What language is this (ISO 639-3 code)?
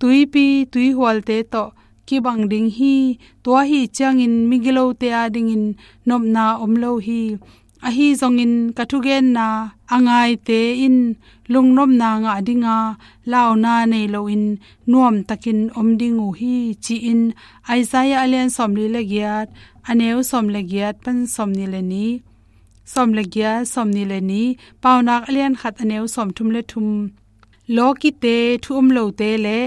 ctd